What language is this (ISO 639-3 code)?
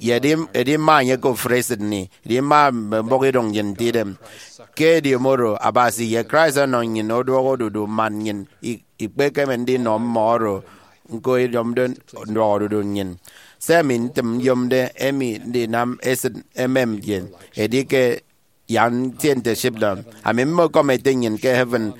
efi